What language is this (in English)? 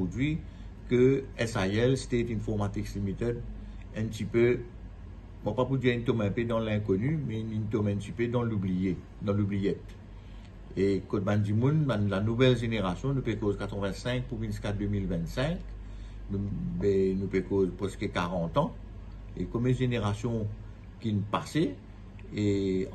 Morisyen